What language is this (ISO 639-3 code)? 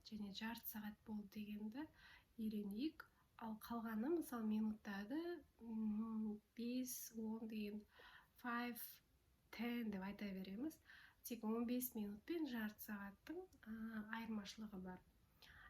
kaz